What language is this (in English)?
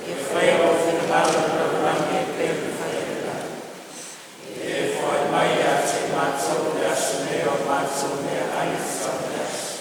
Samoan